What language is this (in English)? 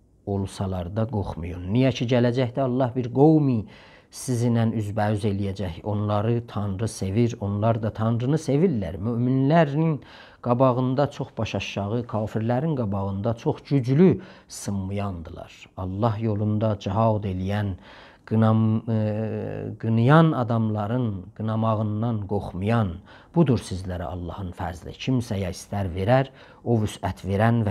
South Azerbaijani